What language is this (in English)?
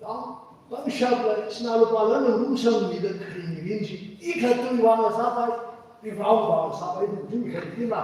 Tangkhul Naga (India)